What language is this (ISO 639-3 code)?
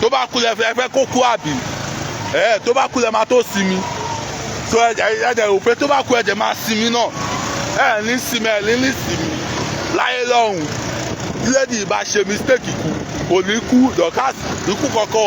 yor